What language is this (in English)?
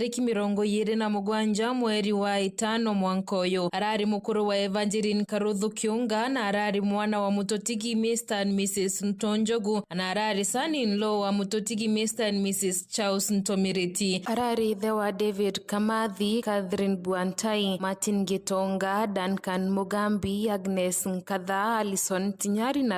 Meru